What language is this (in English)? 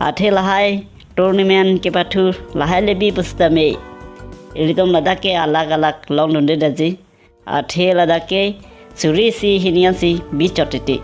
Karbi